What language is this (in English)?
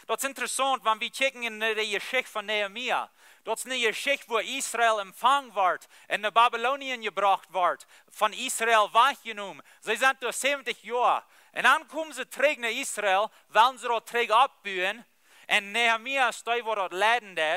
Plautdietsch